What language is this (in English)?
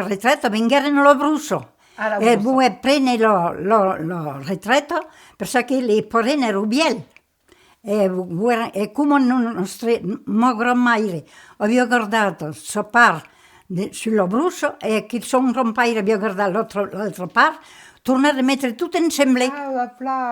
Occitan